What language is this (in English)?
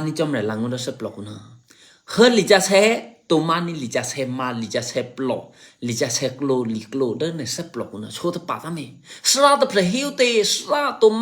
Eastern Kayah